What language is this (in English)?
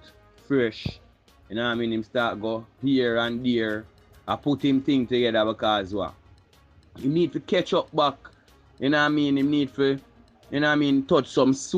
Jamaican Creole English